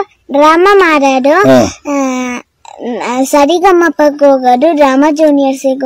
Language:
Kannada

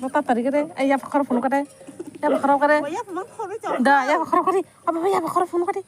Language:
Kok Borok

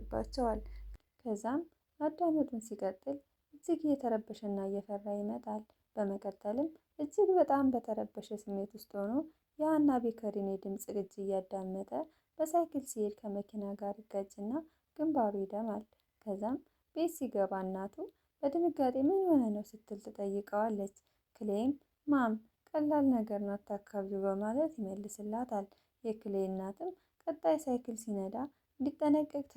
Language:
Amharic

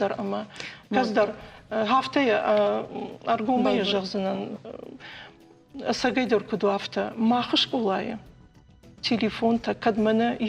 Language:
Ossetic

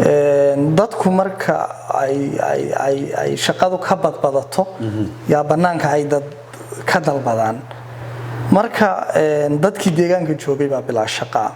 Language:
Somali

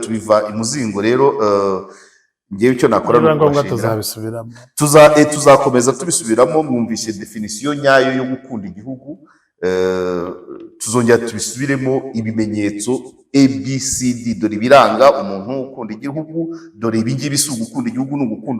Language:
Kinyarwanda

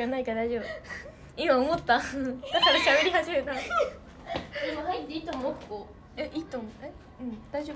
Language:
Japanese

